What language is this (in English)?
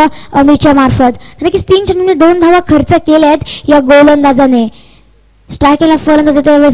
Marathi